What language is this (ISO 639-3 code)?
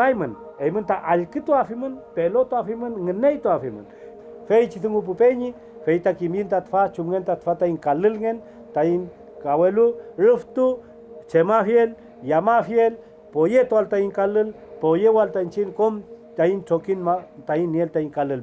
arn